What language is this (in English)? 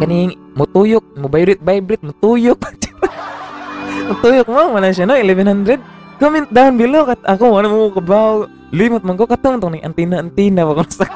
Cebuano